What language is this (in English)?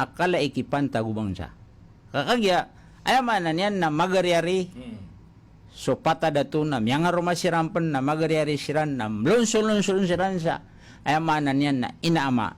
Maranao